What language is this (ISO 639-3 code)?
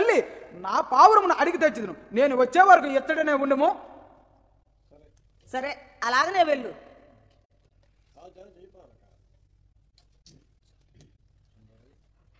tel